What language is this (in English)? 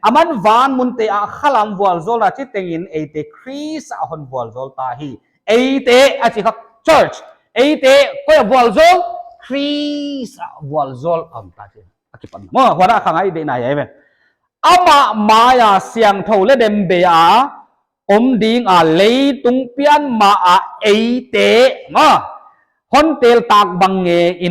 Paite Chin